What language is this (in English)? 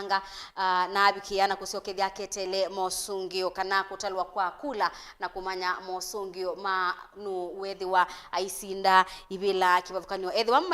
Kamba